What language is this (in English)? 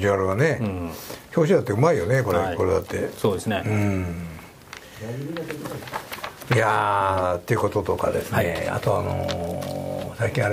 Japanese